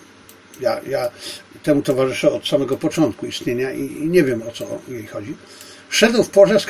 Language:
Polish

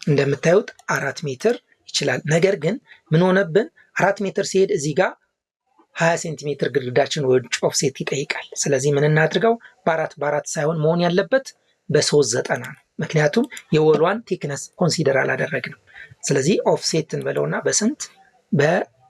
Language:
Amharic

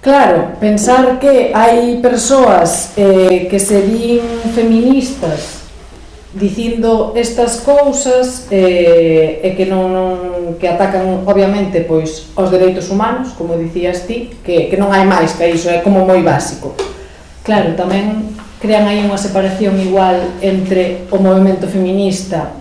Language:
Galician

